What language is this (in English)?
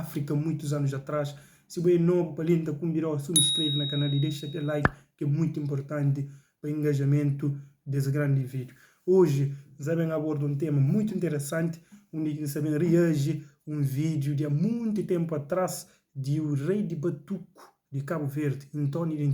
Kabuverdianu